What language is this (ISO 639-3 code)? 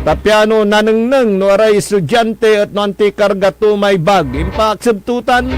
pag